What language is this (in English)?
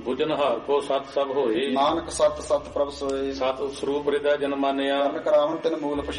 Punjabi